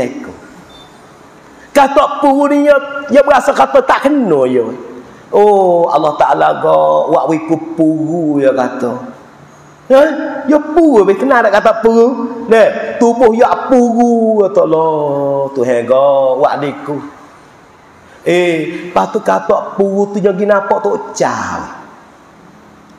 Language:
Pattani Malay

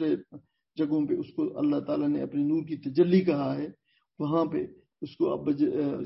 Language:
Urdu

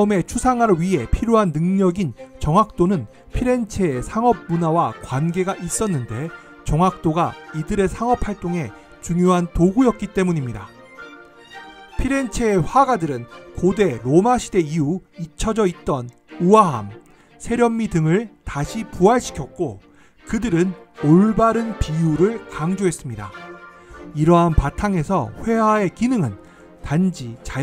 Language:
Korean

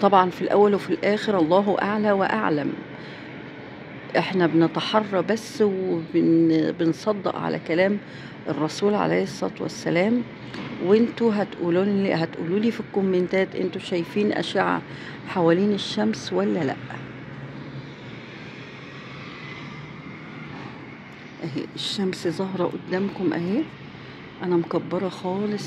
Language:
Egyptian Arabic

